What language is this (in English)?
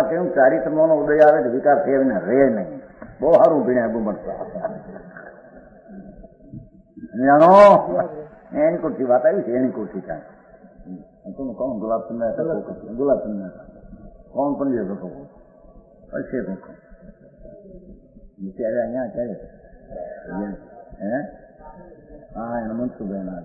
Gujarati